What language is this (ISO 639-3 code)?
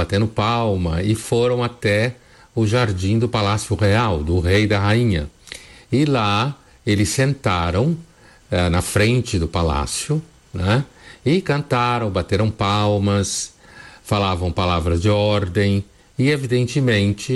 por